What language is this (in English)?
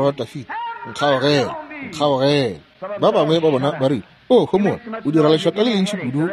Northern Sotho